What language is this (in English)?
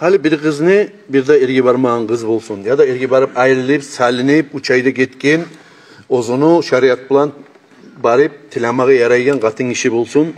Kumyk